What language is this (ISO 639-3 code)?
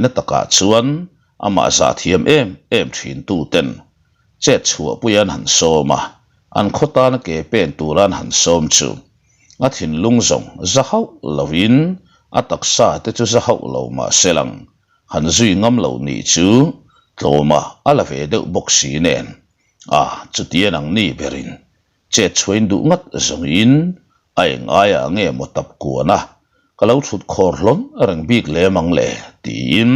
lus